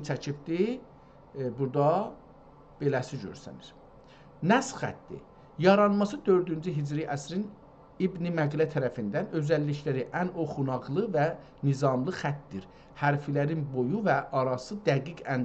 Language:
South Azerbaijani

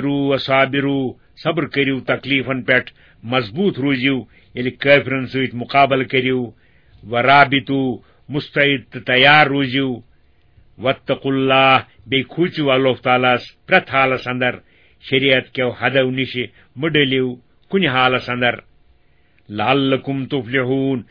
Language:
Kashmiri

